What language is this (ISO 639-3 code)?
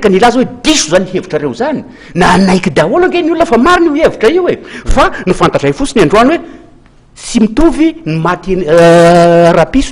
mlg